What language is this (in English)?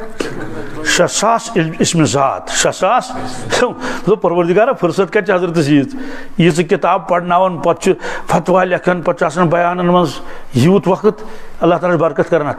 Kashmiri